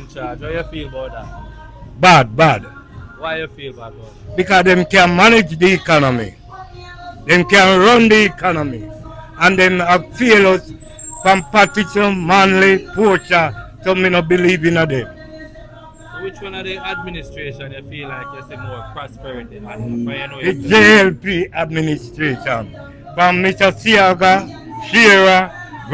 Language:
Jamaican Creole English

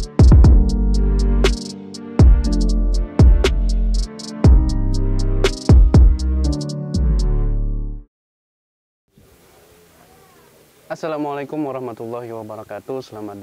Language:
Banjar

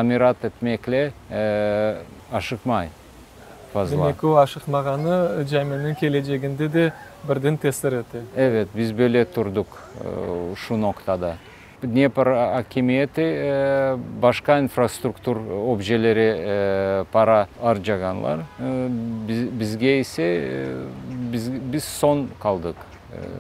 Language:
Crimean Tatar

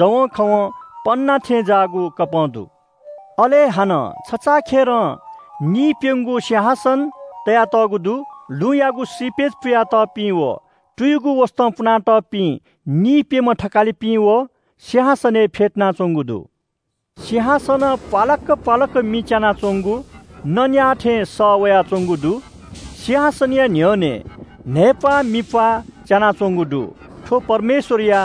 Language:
Newari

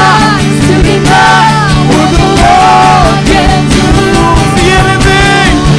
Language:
Waray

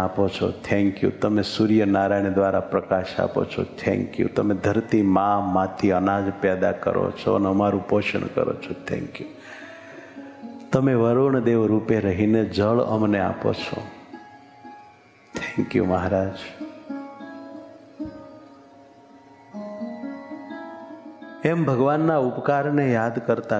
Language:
Gujarati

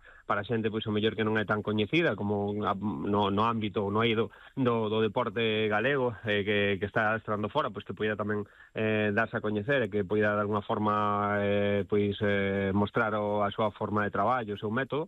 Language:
Galician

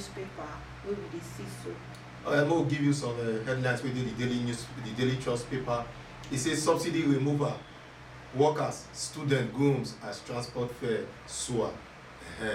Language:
Nigerian Pidgin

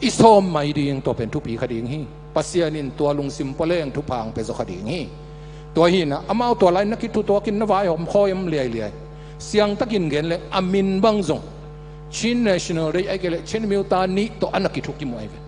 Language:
Tedim Chin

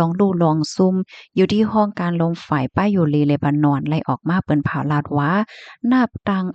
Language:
Shan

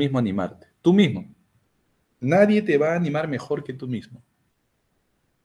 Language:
Spanish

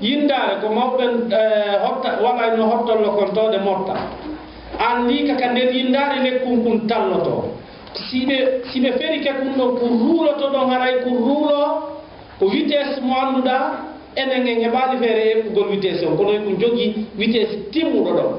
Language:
Fula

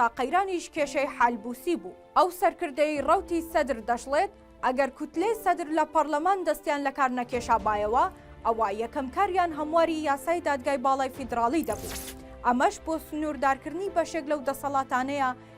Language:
Central Kurdish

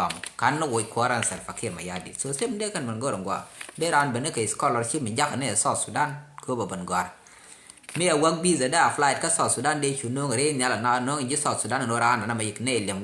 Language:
Nuer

